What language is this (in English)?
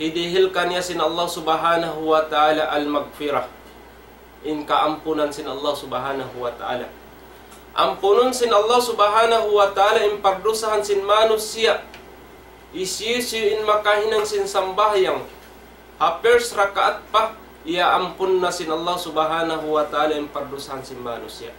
Tausug